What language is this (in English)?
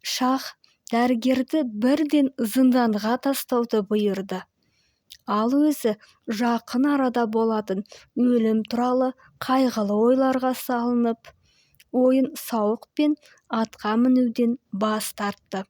Kazakh